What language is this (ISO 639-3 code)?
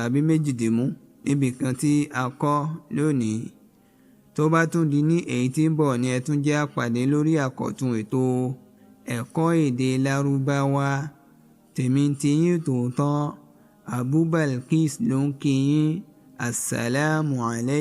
yor